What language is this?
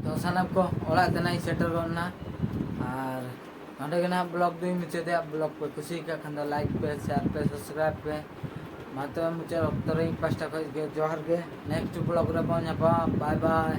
Santali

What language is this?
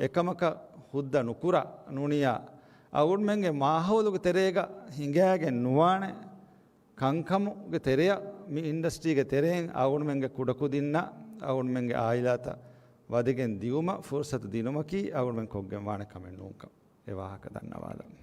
Divehi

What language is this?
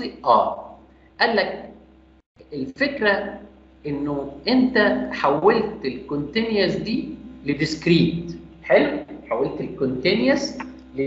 Egyptian Arabic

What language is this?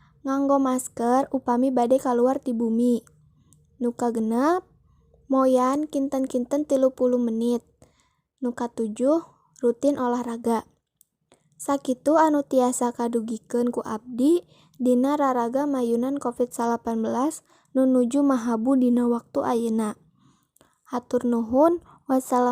Sundanese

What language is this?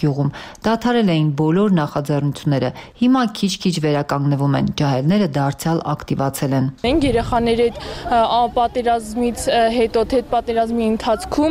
Armenian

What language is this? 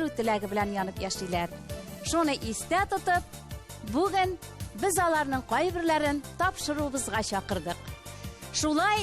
Tatar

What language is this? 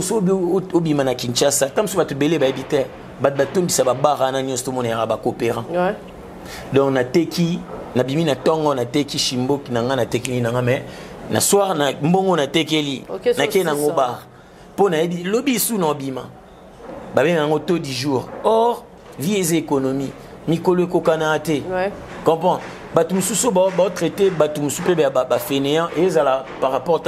Lingala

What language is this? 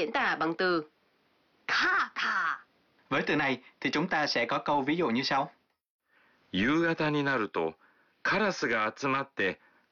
Vietnamese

